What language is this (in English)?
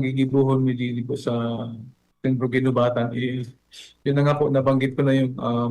Bikol